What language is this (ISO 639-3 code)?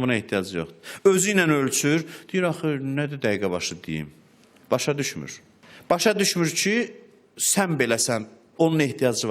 aze